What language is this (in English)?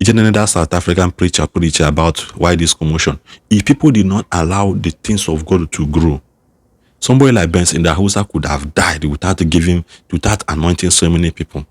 Igbo